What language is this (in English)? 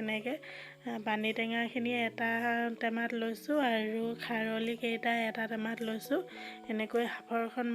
Assamese